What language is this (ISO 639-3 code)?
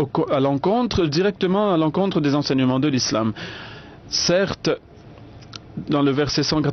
fra